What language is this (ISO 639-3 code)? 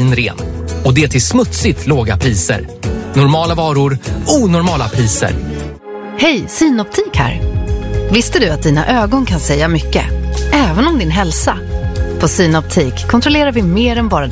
swe